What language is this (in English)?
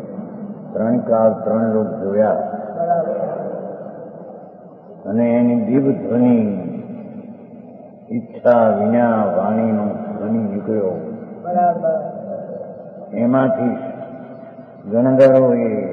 Gujarati